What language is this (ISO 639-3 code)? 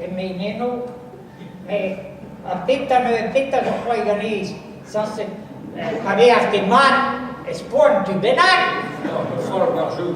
bre